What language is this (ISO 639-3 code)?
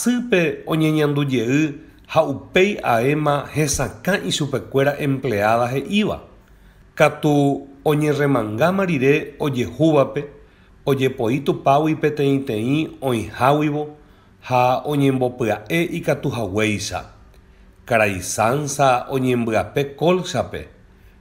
grn